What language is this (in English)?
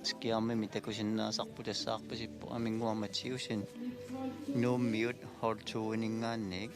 Kalaallisut